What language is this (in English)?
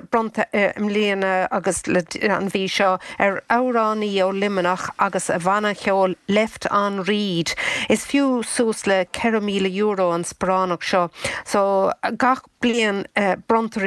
Irish